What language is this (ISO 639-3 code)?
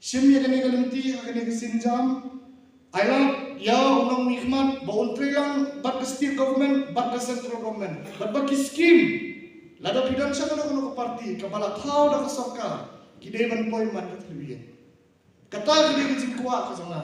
kha